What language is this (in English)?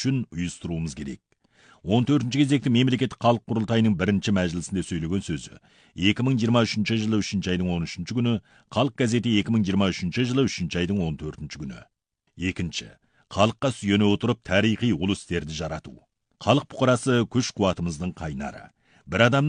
Kazakh